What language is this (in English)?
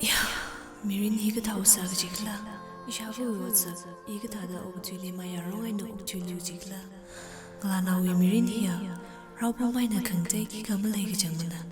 Tangkhul Naga (India)